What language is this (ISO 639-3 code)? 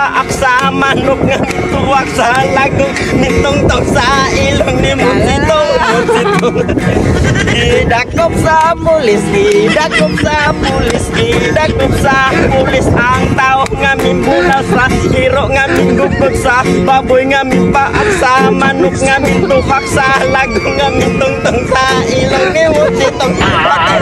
ceb